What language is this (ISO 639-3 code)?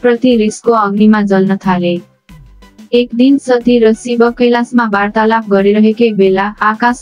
nep